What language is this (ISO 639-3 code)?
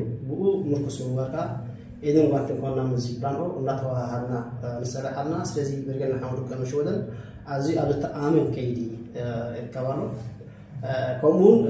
tir